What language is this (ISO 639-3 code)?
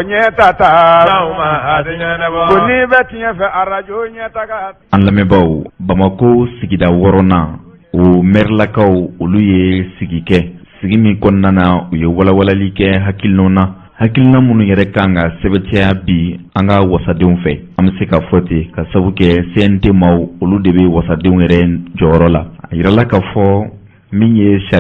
bam